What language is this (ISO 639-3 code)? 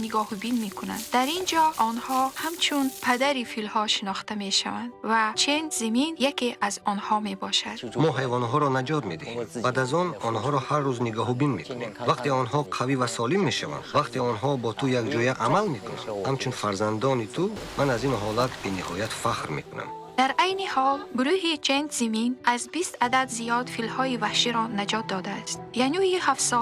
tgk